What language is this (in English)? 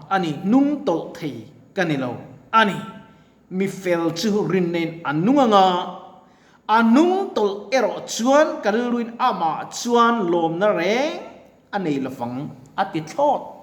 Mizo